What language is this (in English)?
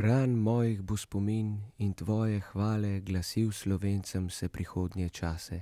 Slovenian